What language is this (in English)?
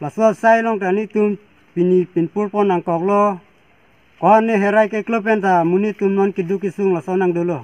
Karbi